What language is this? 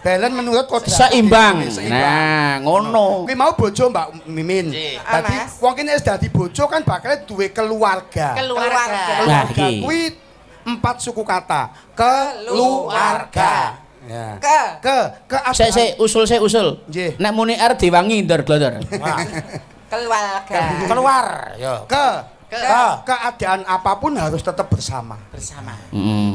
Javanese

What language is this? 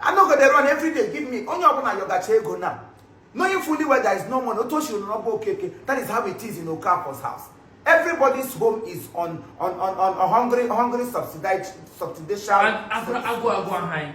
Igbo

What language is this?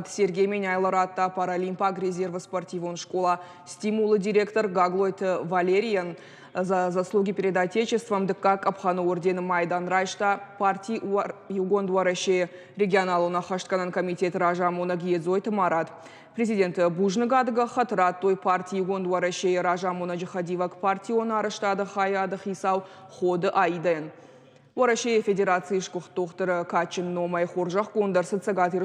Ossetic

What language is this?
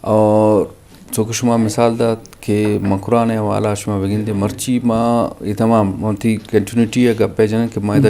Eastern Balochi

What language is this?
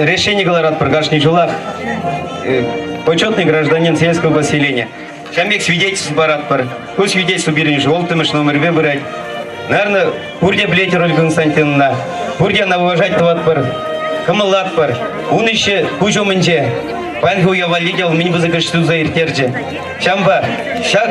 Chuvash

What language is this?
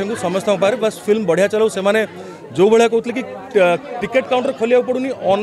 Odia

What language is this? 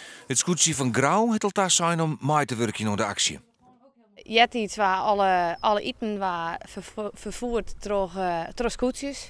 Western Frisian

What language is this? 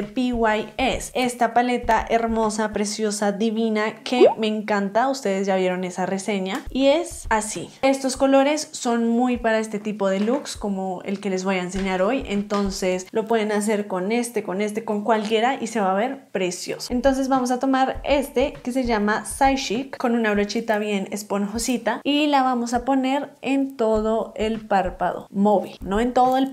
Spanish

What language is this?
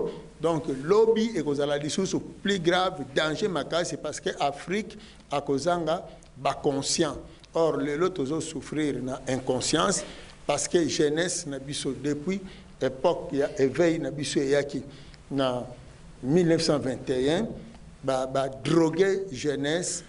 Lingala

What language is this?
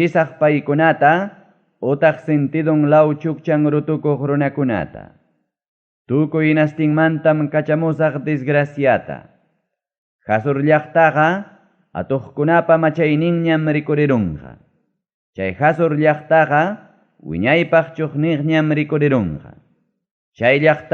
Ayacucho Quechua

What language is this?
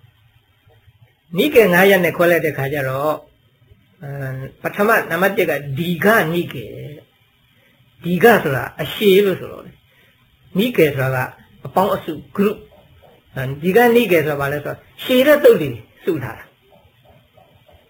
Burmese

